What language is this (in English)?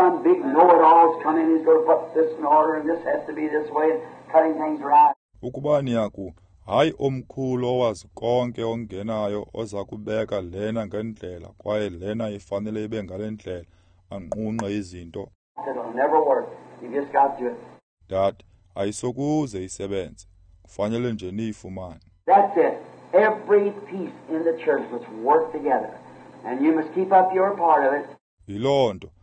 Xhosa